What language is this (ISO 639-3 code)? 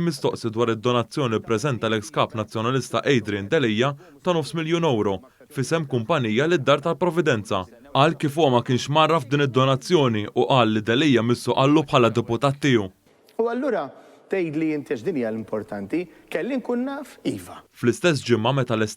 mlt